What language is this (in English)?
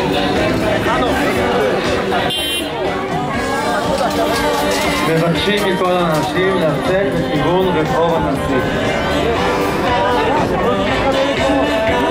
Hebrew